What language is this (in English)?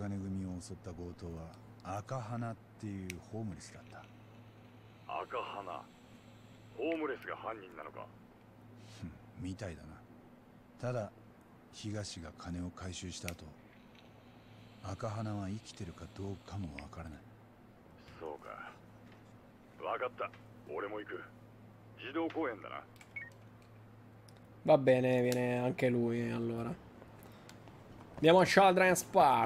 Japanese